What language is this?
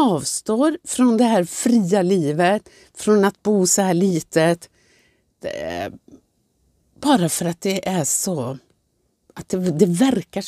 Swedish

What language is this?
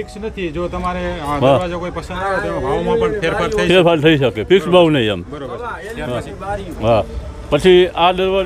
Gujarati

